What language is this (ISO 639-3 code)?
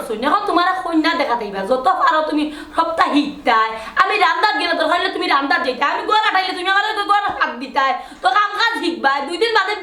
syl